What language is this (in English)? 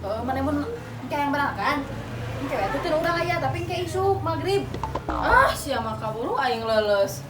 Sundanese